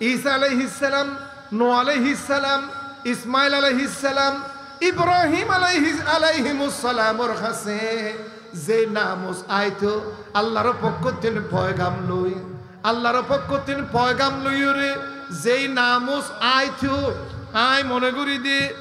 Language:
Rohingya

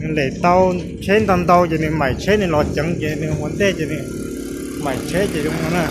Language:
Hmong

